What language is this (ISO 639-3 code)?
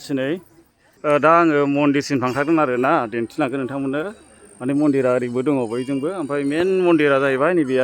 brx